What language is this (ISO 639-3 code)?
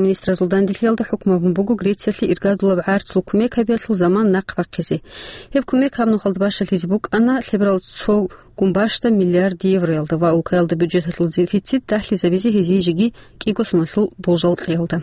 ava